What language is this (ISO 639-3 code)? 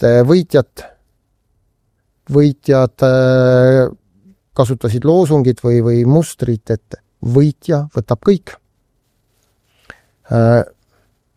est